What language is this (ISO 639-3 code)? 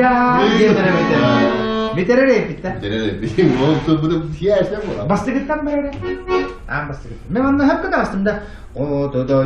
sah